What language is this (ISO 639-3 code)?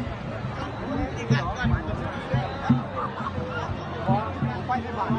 lao